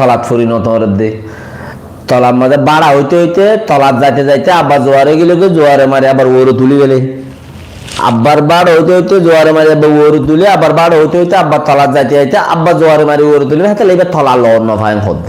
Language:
Rohingya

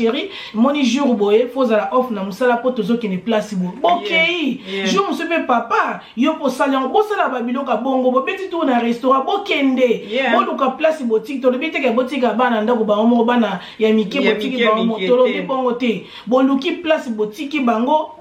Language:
Lingala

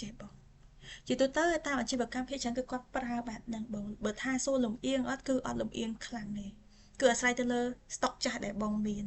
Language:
Khmer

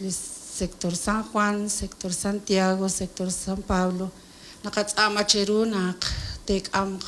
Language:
Kekchí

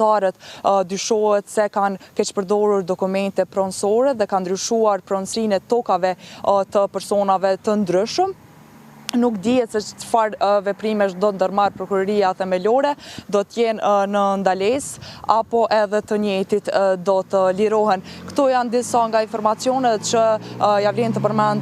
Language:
Albanian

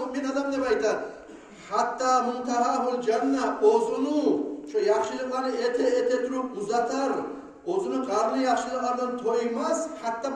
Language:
Kumyk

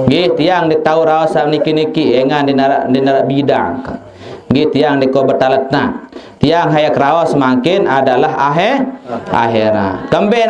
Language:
Sasak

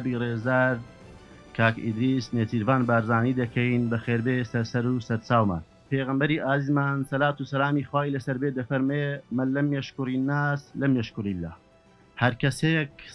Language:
Central Kurdish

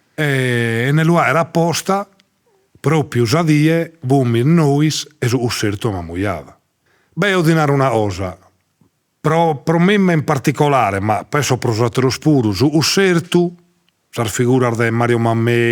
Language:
Sardinian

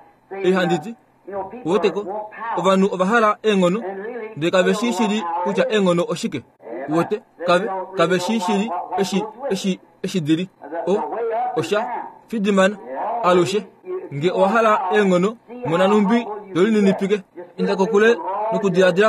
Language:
Kuanyama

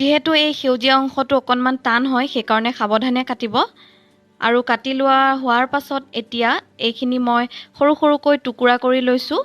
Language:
Assamese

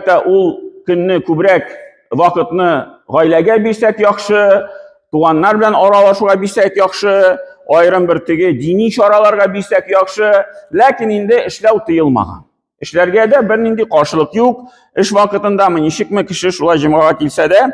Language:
Tatar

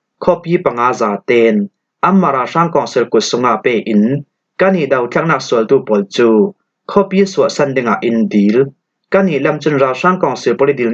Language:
Falam Chin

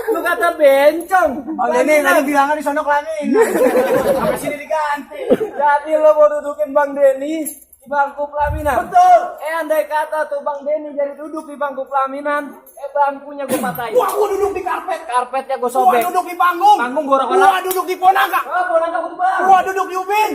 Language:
Betawi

